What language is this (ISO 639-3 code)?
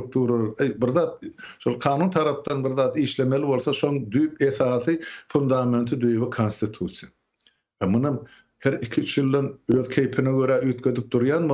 tuk